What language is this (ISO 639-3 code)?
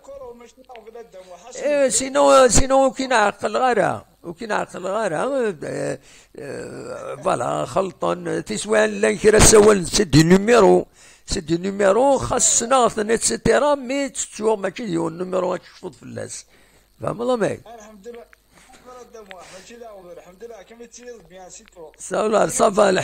kab